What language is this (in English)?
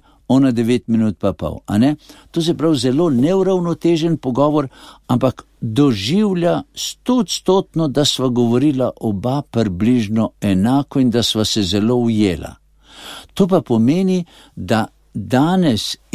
Slovenian